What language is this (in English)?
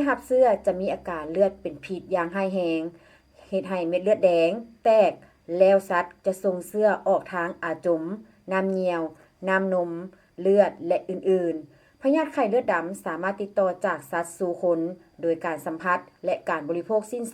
Lao